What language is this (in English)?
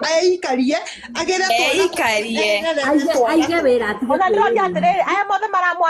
Kikuyu